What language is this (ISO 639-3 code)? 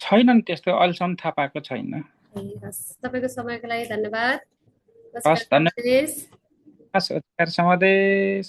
nep